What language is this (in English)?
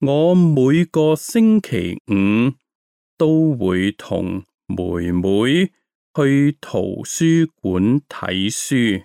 Cantonese